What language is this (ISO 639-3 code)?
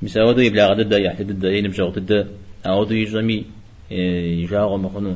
kbd